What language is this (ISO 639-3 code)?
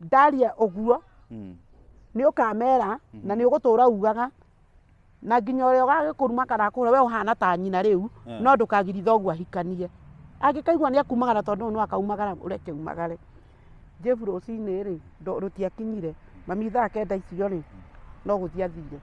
kik